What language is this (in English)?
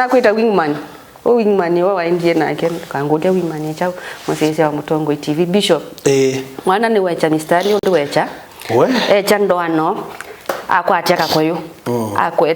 Kamba